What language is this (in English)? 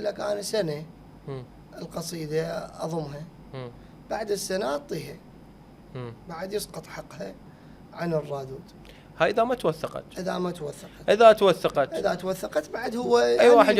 Mesopotamian Arabic